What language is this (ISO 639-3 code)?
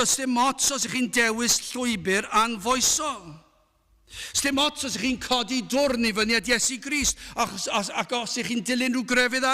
cym